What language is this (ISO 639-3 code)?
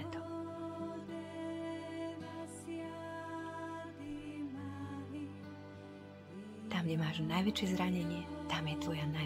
slk